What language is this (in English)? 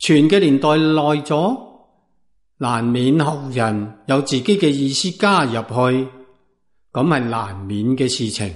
Cantonese